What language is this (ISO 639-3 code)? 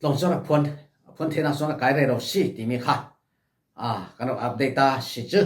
cfm